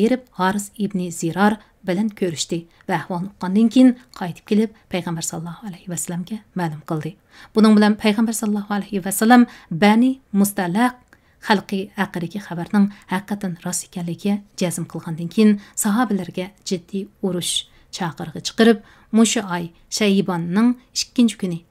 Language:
Uyghur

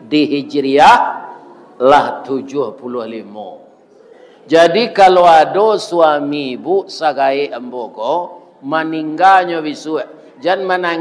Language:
Minangkabau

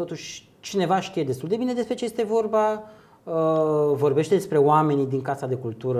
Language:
Romanian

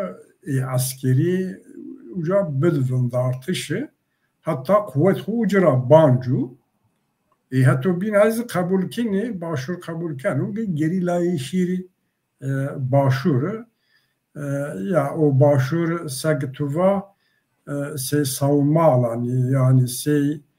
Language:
Zaza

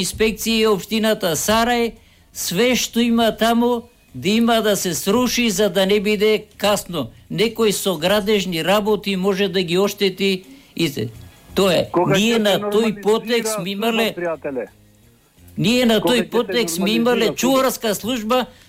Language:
Macedonian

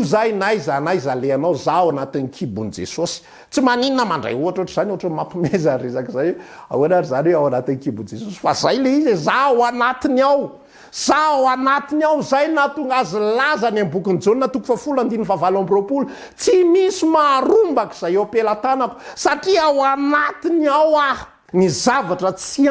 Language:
Malagasy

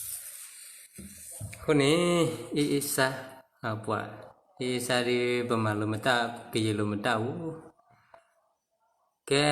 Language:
S'gaw Karen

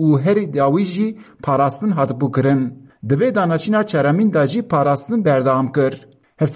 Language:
Kurdish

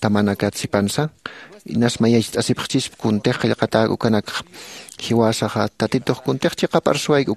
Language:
Aymara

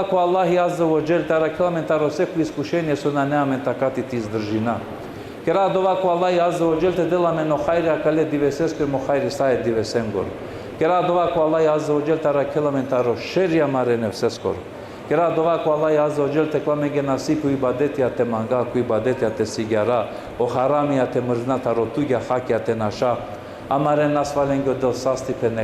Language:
Balkan Romani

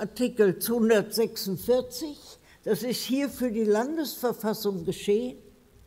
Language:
German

